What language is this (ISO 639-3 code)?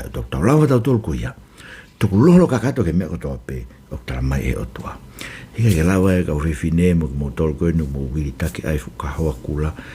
ton